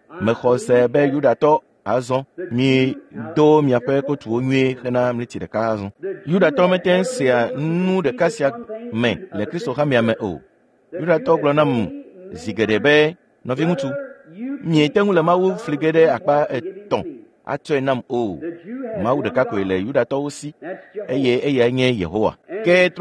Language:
Ewe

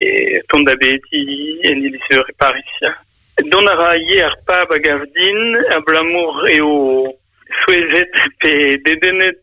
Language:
Breton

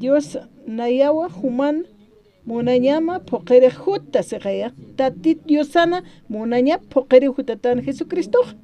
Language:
Aymara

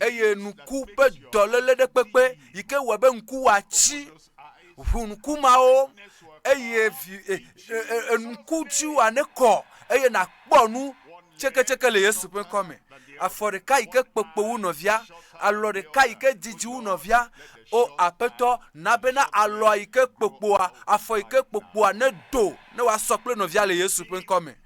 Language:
Ewe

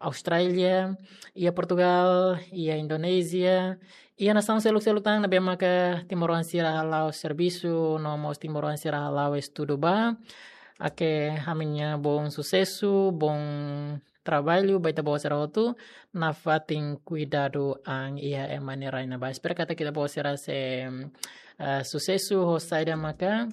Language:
Tetum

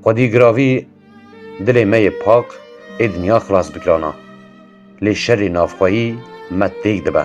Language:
Kurdish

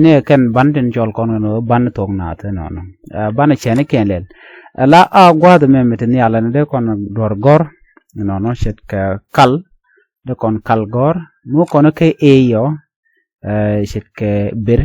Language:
Nuer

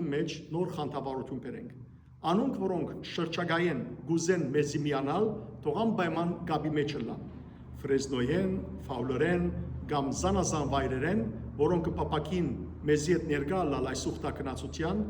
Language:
Western Armenian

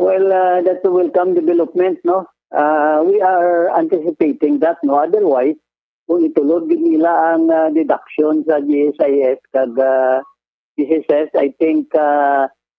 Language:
Hiligaynon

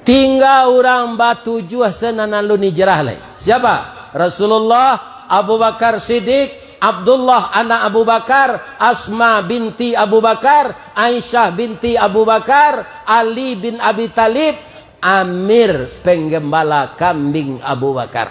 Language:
Minangkabau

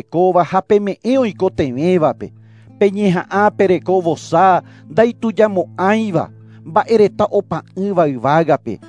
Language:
Guarani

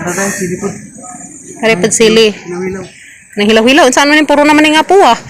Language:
Cebuano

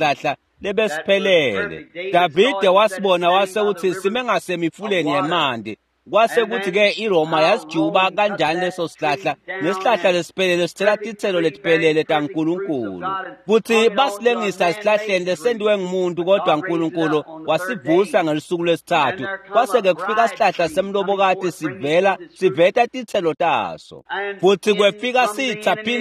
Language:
Swati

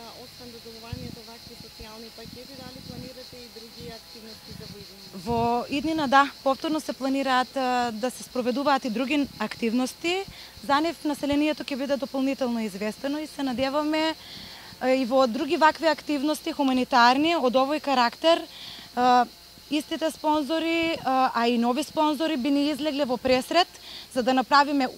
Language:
Macedonian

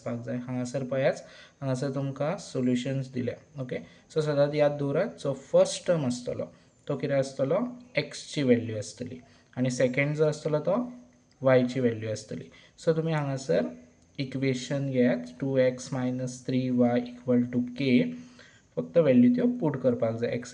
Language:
Konkani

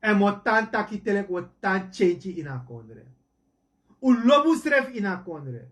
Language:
Sranan Tongo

